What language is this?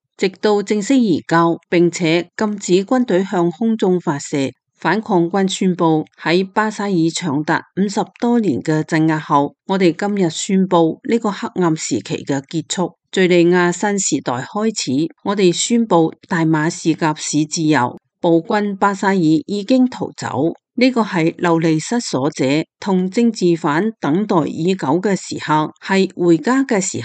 Cantonese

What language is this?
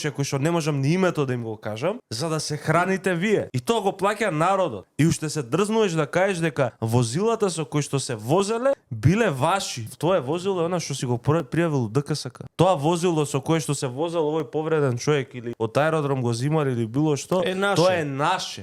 Macedonian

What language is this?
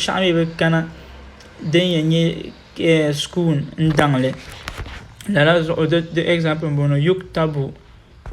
Dagbani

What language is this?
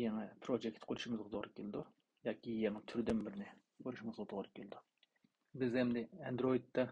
Uyghur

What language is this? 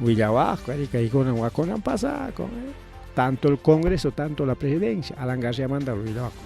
Ayacucho Quechua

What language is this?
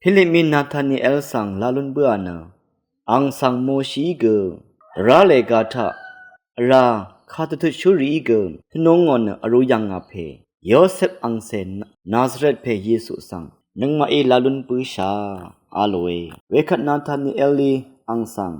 Rawang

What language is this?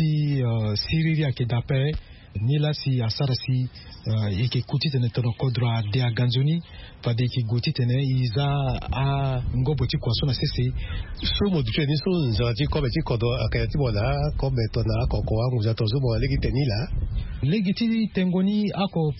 Sango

